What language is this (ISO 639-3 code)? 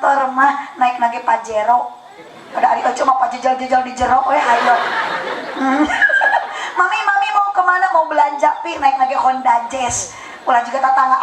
sun